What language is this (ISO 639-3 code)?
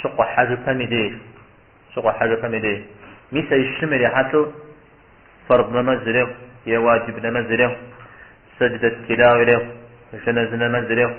kbd